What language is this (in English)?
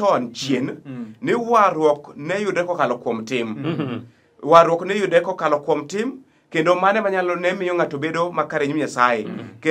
Luo (Kenya and Tanzania)